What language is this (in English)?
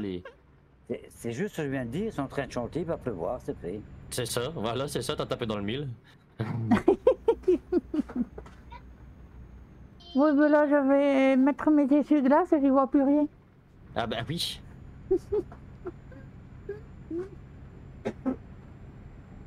French